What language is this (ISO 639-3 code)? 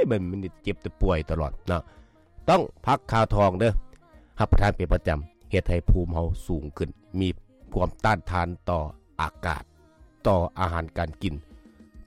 lao